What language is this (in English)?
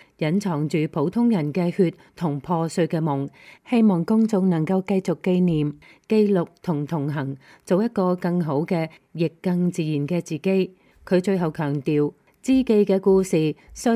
Cantonese